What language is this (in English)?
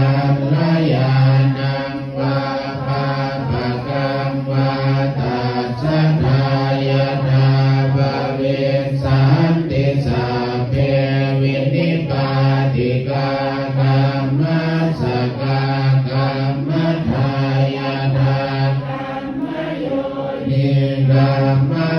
Pali